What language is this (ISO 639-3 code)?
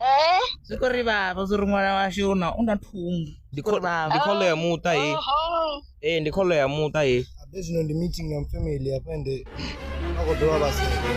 ven